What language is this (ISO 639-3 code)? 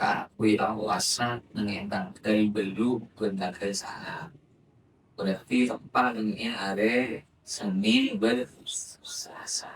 mad